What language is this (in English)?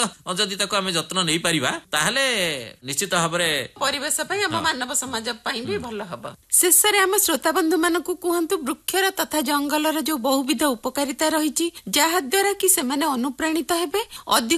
Odia